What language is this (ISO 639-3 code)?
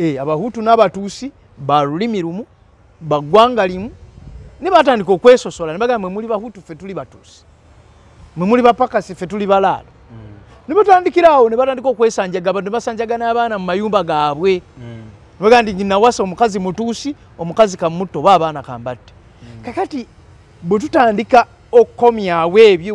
lug